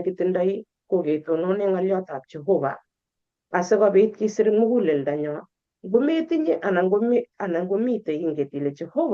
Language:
Kalenjin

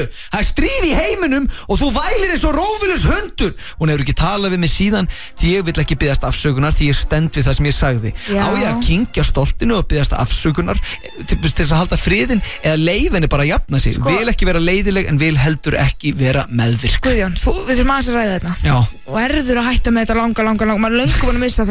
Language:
Icelandic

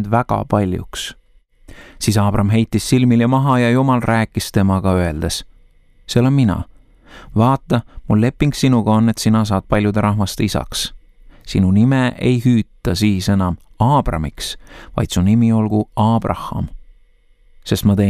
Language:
Estonian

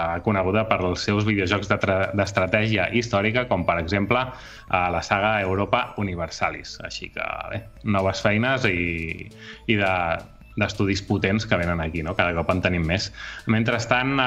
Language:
Catalan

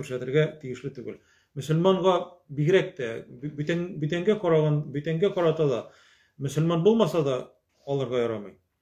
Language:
Tatar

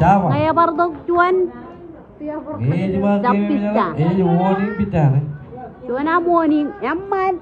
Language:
Marshallese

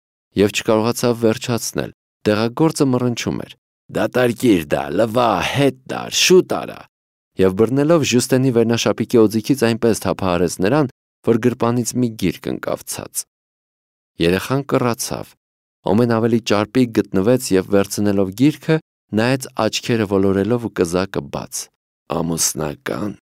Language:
Armenian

